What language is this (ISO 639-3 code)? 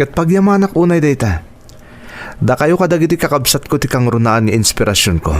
ilo